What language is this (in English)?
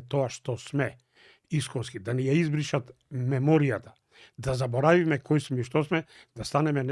Macedonian